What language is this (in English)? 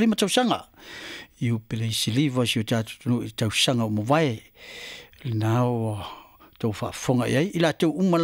Samoan